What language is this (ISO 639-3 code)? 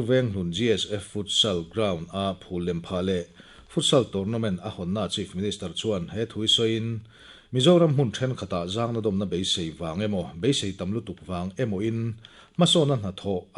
lus